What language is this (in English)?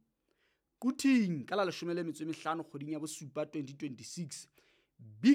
Southern Sotho